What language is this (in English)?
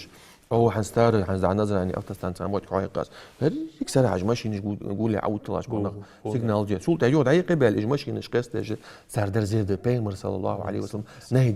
Ingush